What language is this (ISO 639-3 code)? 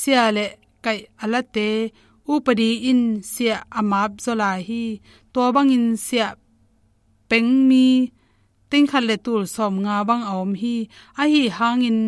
ctd